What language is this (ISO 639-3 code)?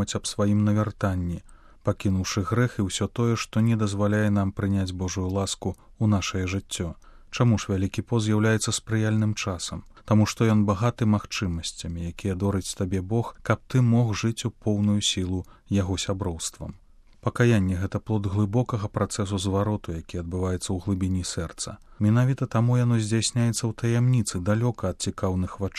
bel